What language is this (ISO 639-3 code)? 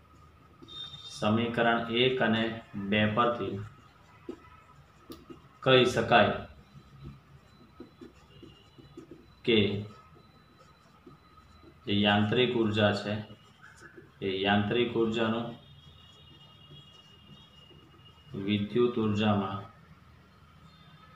guj